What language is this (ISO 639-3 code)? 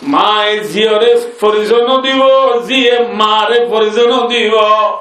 rhg